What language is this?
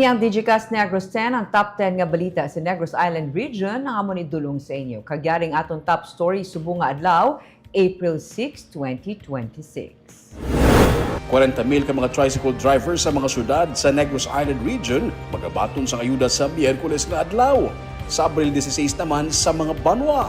Hiligaynon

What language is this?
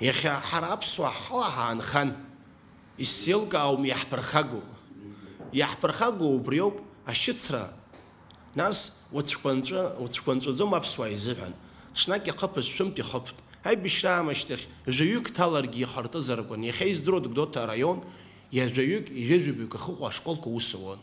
Abkhazian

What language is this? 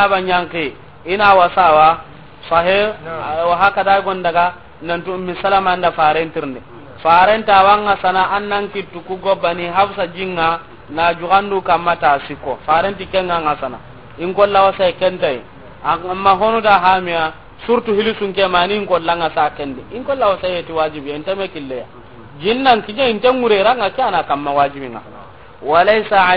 Soninke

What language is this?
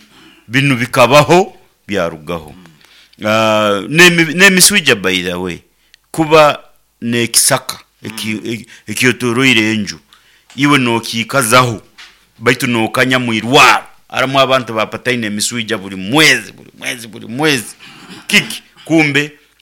Nyoro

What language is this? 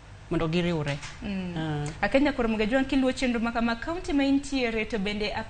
Luo (Kenya and Tanzania)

